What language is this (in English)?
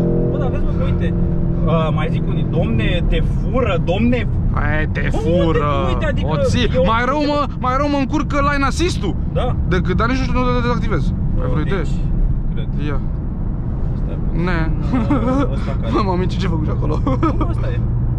Romanian